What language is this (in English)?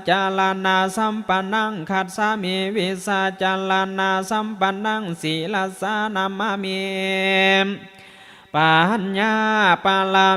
Pali